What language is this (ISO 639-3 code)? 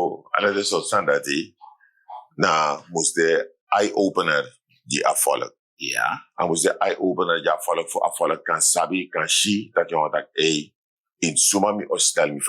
srn